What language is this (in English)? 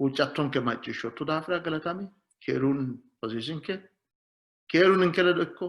Sidamo